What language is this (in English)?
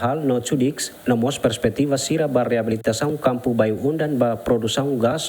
Tetum